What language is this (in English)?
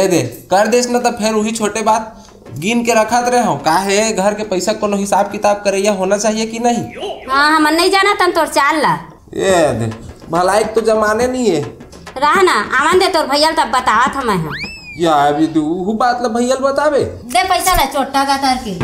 Chhattisgarhi